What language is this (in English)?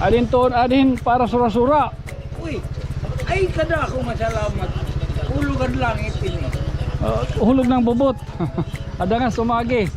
Waray